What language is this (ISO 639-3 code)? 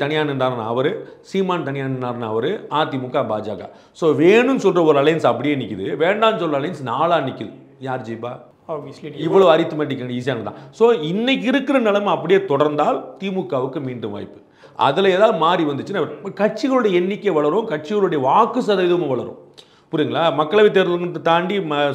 tam